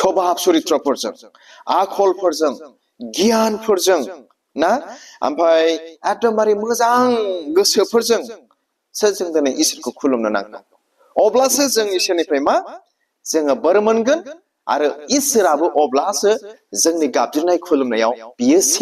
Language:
Bodo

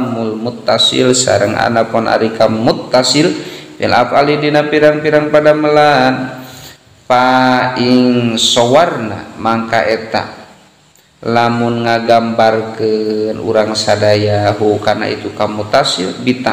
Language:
Sundanese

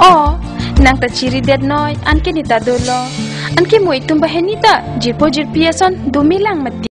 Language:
Karbi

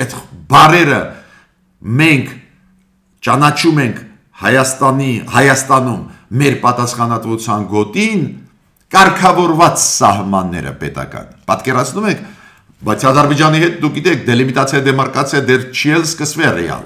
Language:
Armenian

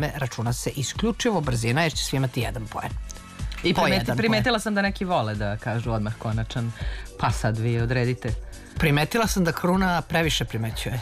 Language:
Serbian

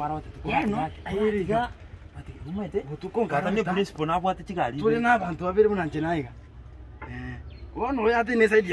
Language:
Gusii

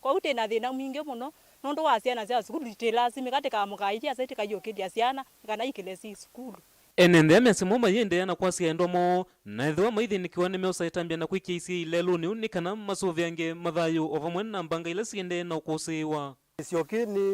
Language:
Kamba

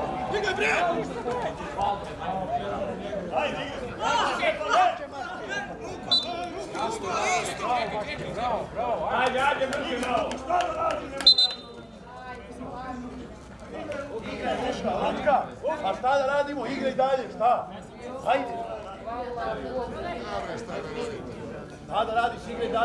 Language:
Serbian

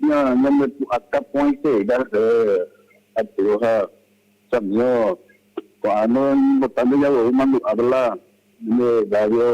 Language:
Guarani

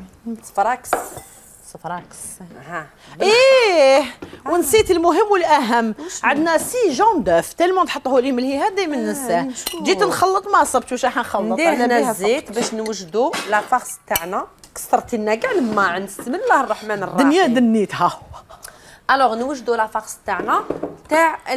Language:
Algerian Arabic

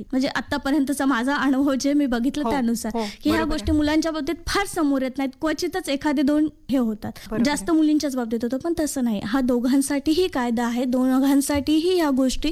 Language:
Marathi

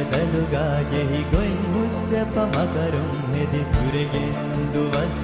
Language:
Divehi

